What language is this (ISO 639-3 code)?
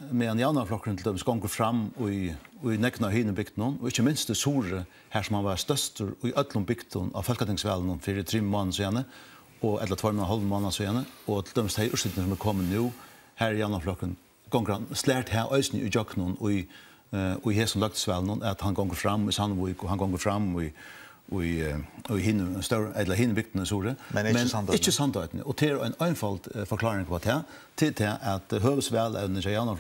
fao